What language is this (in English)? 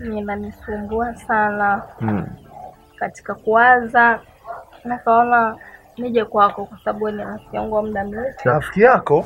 Swahili